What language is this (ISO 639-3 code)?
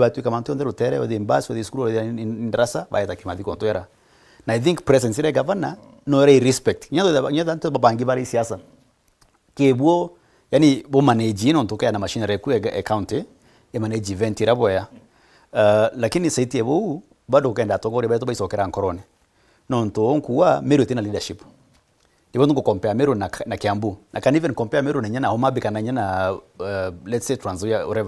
mer